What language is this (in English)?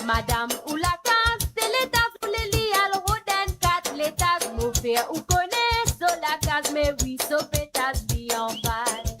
Morisyen